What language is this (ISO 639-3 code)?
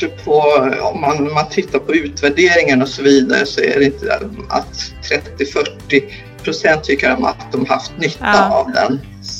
swe